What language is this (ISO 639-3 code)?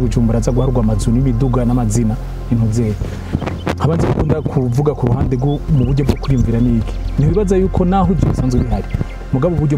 run